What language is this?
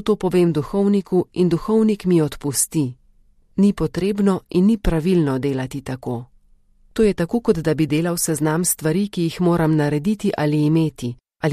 Slovenian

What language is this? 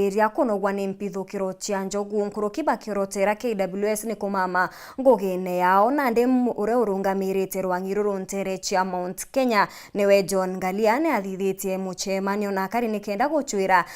Meru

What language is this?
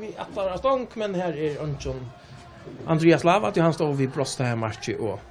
Faroese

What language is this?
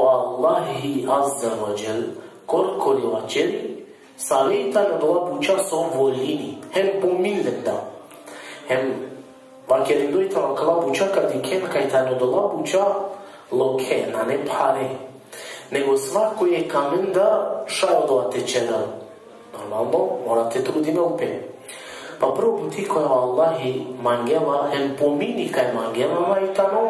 Balkan Romani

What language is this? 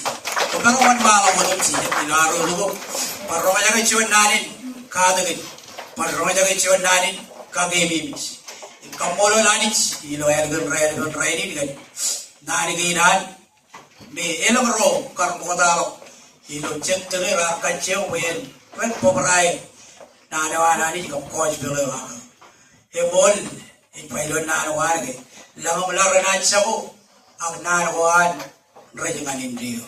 Marshallese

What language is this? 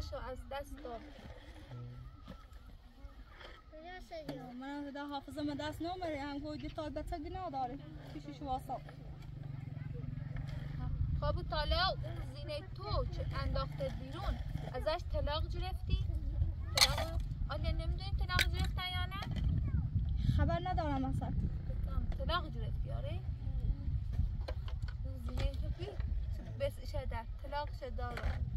Persian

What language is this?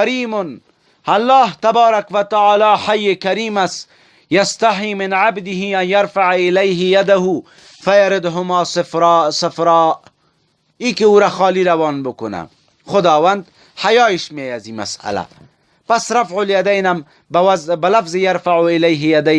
Persian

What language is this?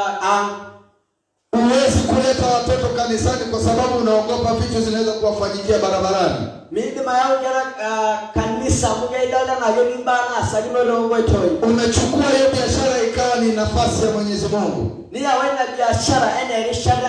Swahili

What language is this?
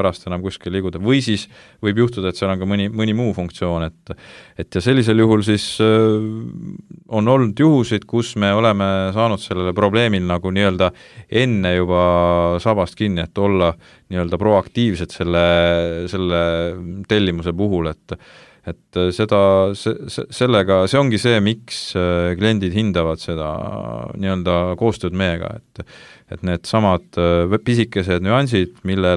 Estonian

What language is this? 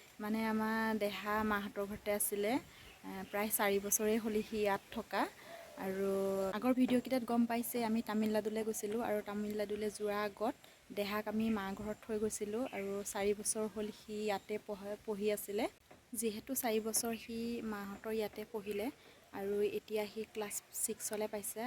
Assamese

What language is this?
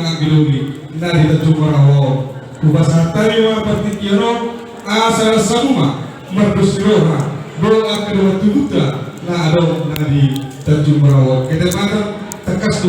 Batak Toba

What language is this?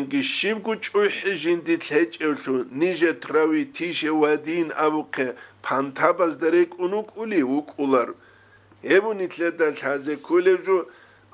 Avaric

